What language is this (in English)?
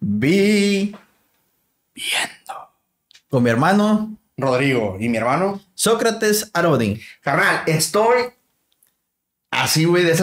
Spanish